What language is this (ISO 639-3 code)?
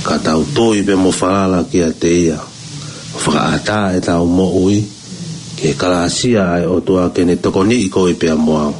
ton